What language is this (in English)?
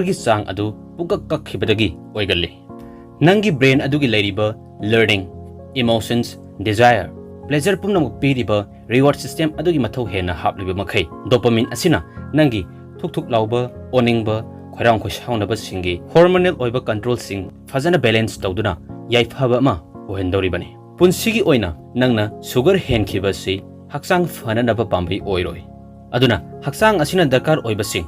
Manipuri